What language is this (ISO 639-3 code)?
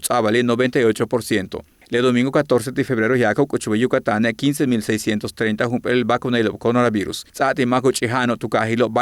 yua